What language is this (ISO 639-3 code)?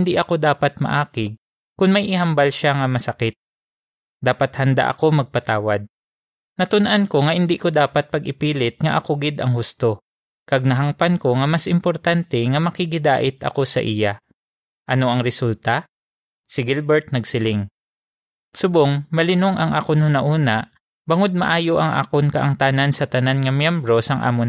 hil